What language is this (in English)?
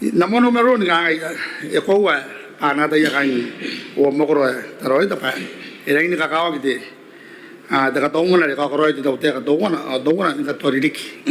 Gilbertese